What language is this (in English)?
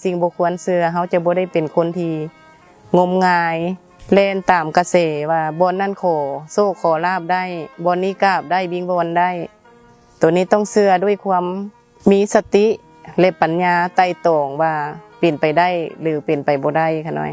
Lao